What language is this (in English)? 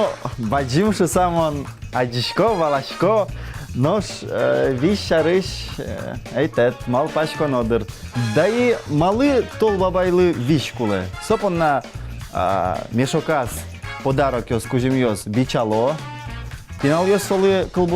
Udmurt